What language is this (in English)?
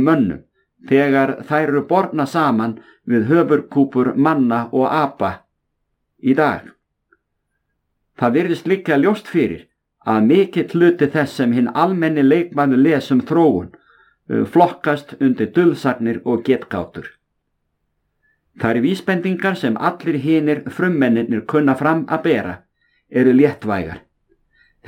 Icelandic